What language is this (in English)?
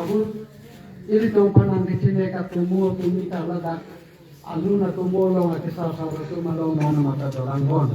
Karbi